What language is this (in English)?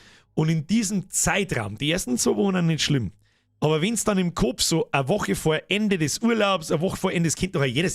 Bavarian